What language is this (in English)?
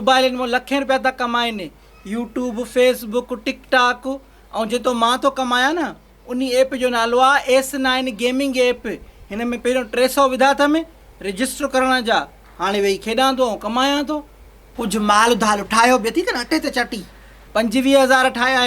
Sindhi